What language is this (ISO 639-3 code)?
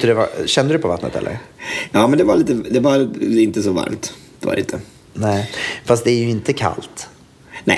swe